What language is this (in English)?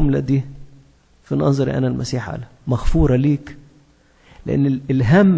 Egyptian Arabic